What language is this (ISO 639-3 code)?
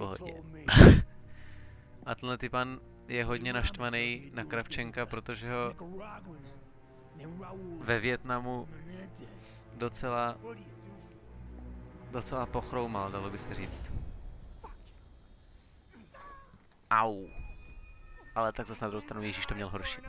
ces